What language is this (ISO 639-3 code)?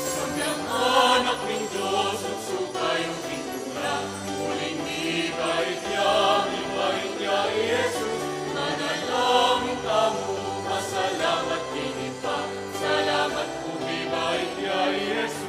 pam